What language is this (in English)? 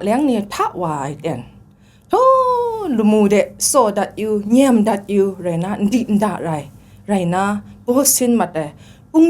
Kachin